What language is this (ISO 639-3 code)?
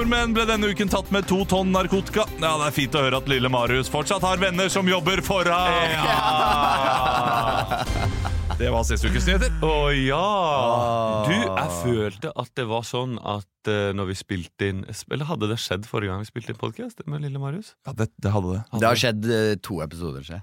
nor